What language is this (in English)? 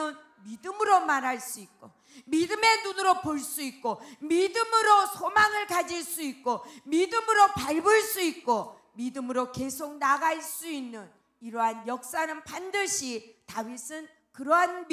Korean